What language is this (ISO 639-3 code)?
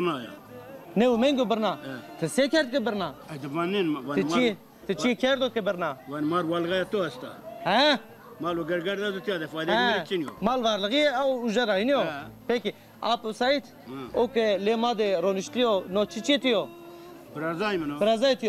zza